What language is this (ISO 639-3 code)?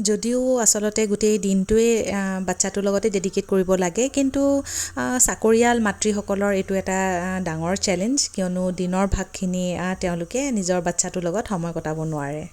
asm